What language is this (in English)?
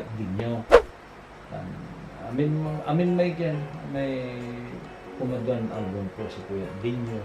Pangasinan